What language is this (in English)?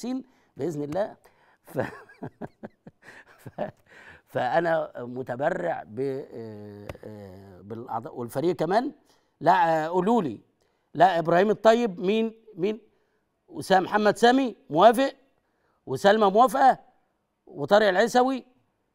Egyptian Arabic